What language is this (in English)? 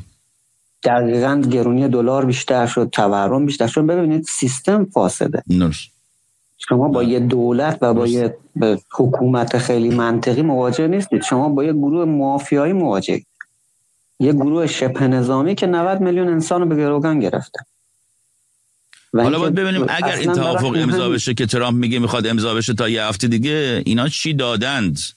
Persian